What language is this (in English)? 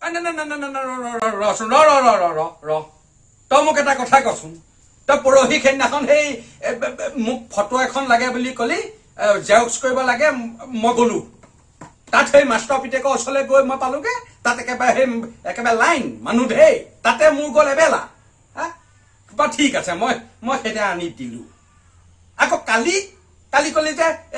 Assamese